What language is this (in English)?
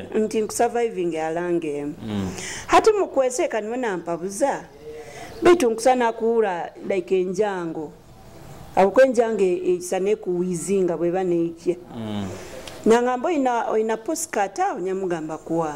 Nyoro